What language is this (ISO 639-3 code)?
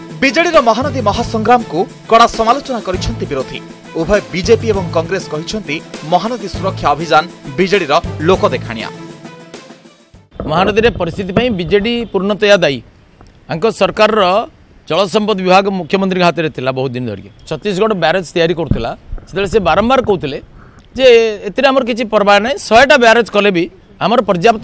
ori